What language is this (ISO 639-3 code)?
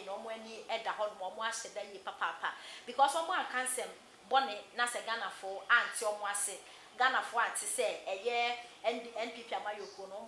aka